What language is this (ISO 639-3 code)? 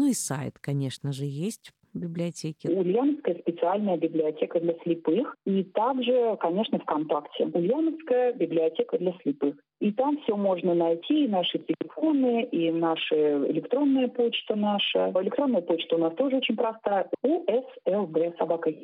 rus